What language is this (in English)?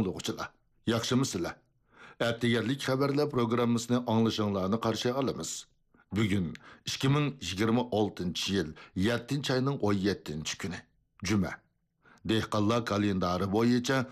Uyghur